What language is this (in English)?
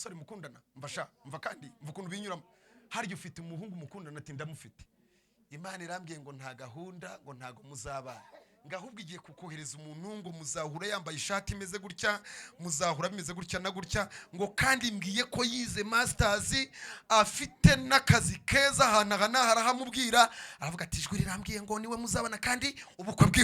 Kinyarwanda